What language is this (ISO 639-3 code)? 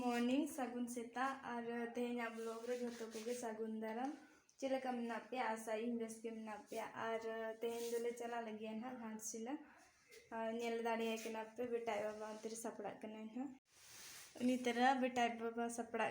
sat